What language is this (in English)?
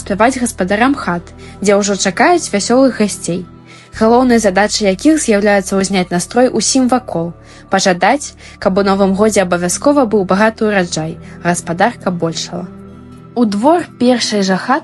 Belarusian